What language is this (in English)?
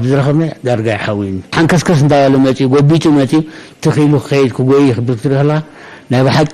Tigrinya